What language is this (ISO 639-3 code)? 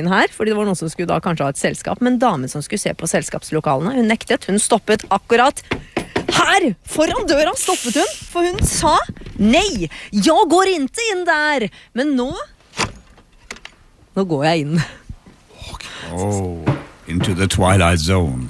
nor